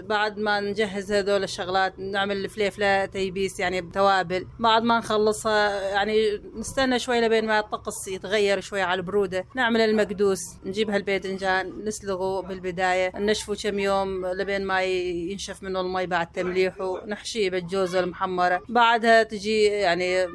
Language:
North Levantine Arabic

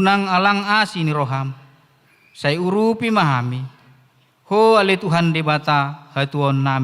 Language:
Batak Toba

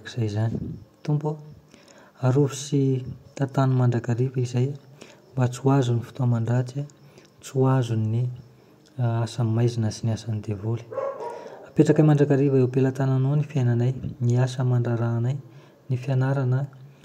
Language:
Malagasy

